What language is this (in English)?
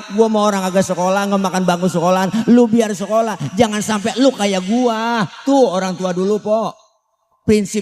Betawi